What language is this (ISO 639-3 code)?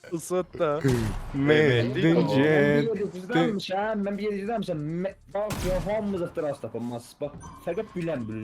azb